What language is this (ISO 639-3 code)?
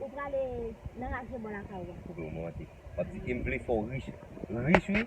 hat